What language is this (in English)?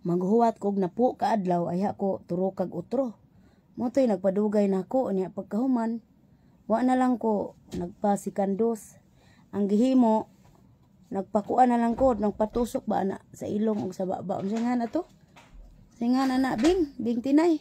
Cebuano